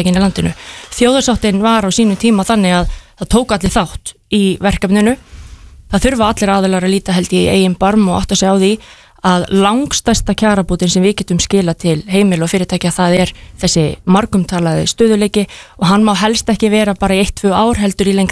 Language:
Icelandic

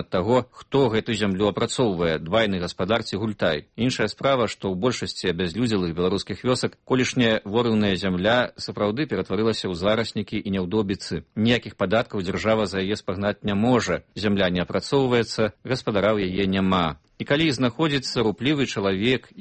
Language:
Belarusian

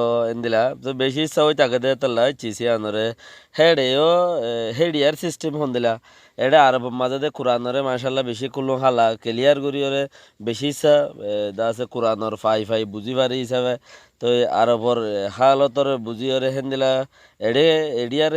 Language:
Rohingya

